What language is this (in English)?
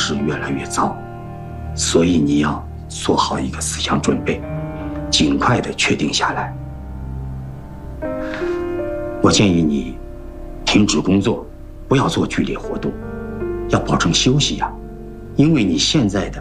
Chinese